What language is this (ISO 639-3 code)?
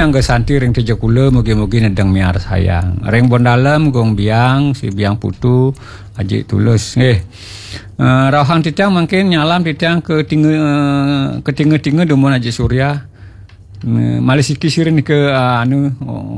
ban